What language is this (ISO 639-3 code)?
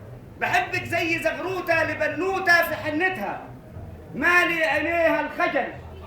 arz